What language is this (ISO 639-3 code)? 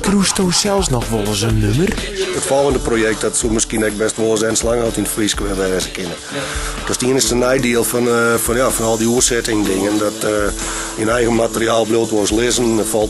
fry